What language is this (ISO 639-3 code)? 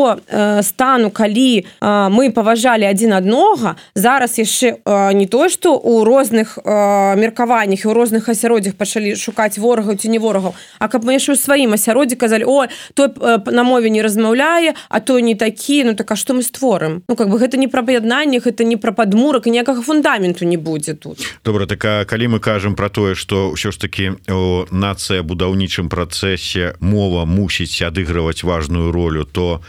bel